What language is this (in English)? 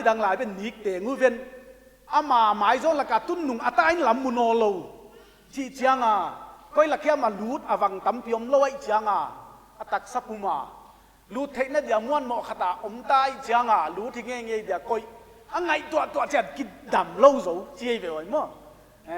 Paite Chin